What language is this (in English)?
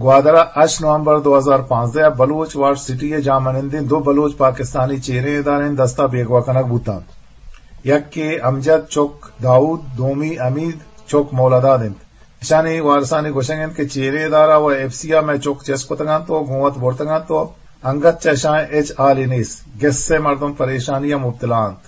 Eastern Balochi